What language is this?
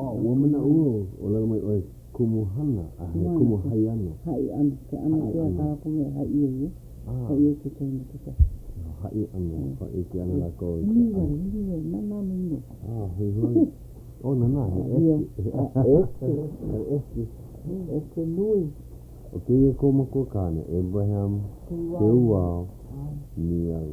Hawaiian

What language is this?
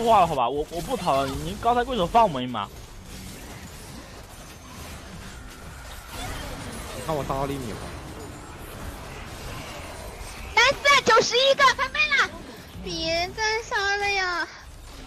Chinese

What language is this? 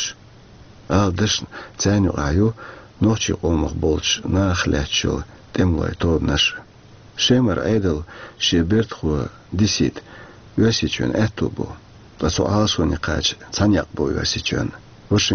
Chechen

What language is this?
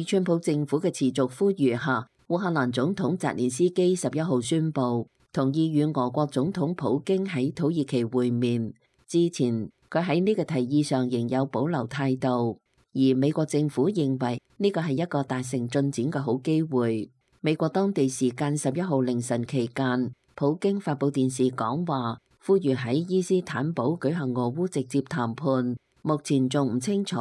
Cantonese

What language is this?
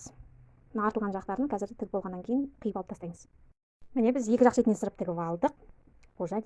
Kazakh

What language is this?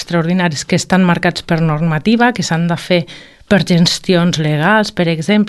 Catalan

